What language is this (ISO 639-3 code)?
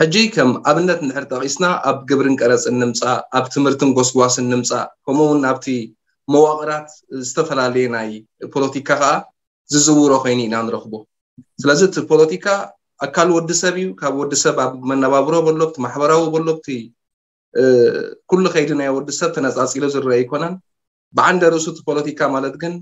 tir